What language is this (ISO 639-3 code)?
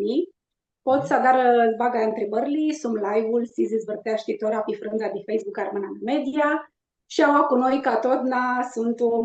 rup